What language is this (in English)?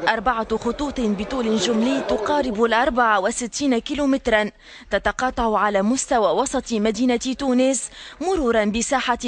Tunisian Arabic